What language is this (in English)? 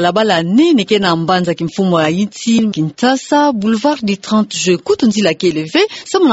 Kituba (Democratic Republic of Congo)